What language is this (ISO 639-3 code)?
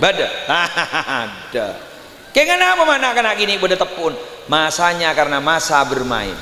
mad